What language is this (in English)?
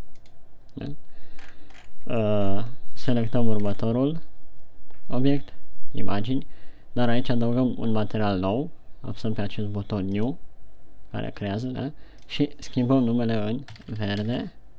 Romanian